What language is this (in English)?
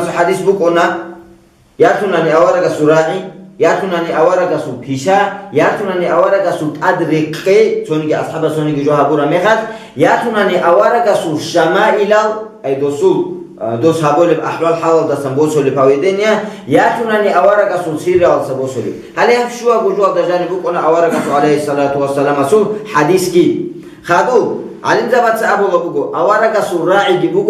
Avaric